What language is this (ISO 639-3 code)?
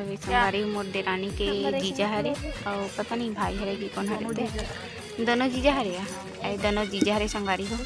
hne